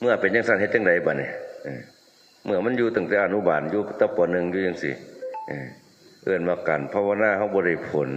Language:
Northeastern Thai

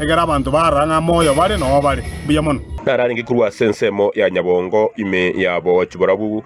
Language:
Gusii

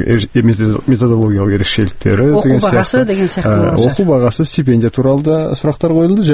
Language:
Kazakh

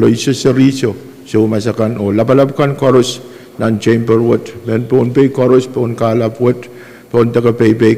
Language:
Pohnpeian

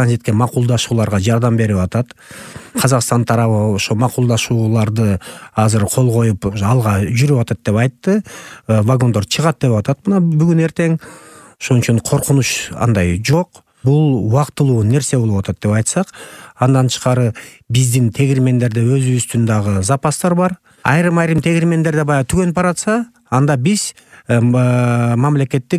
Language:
Kyrgyz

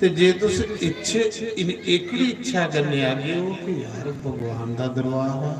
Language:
Dogri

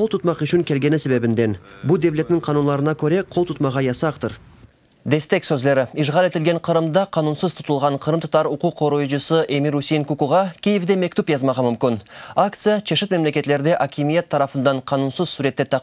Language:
Crimean Tatar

